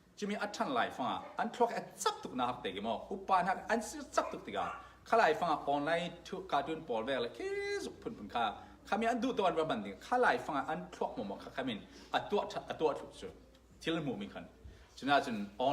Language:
Falam Chin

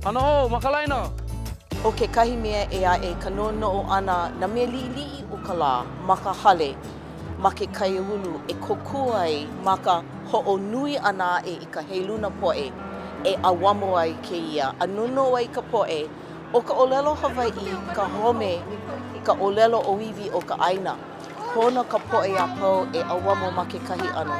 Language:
Hawaiian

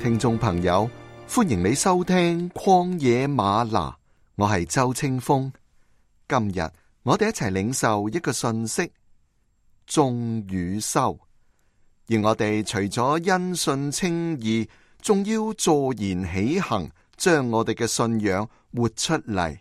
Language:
Cantonese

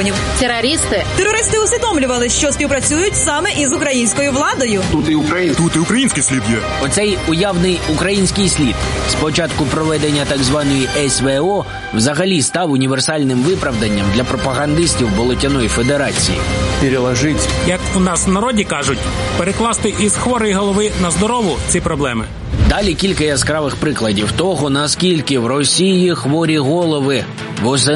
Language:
Ukrainian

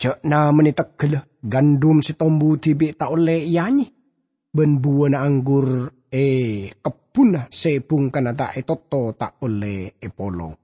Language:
Madurese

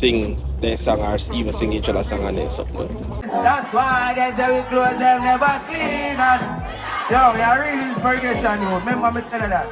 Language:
Jamaican Creole English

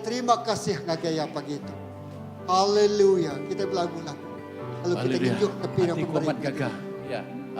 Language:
Iban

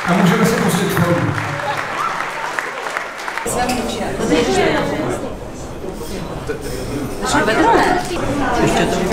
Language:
Czech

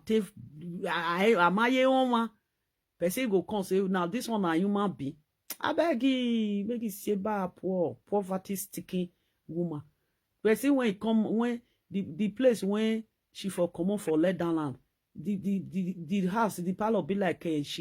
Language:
Nigerian Pidgin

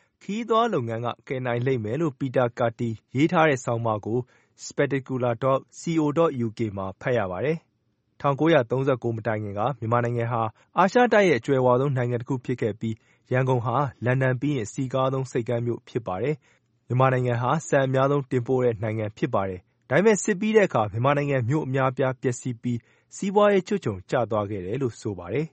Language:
Burmese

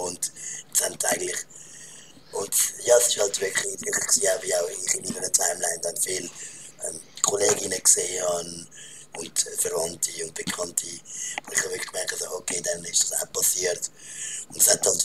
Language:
Swiss German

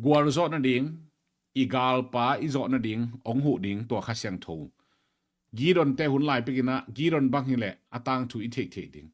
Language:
Tedim Chin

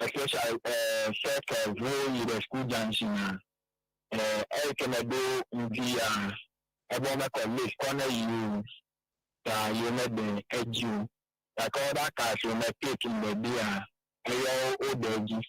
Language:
Ewe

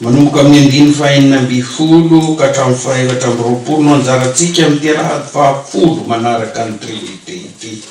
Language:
Malagasy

